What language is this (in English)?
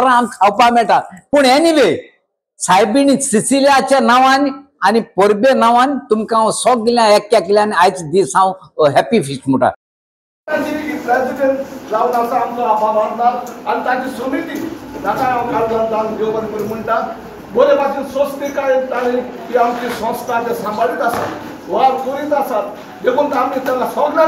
Konkani